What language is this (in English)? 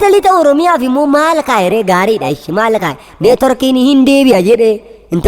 Oromo